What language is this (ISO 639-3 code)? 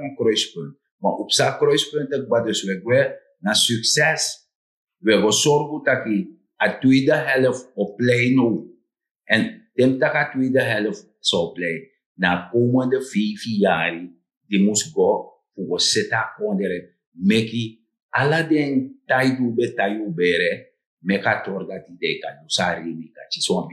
srn